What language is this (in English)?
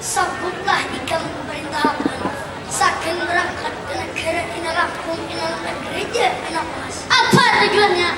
Banjar